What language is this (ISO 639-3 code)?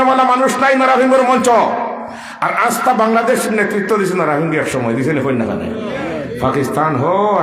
syl